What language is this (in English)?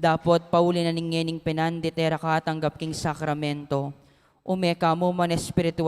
Pampanga